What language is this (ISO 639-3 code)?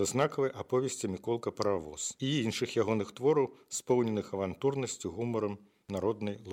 bel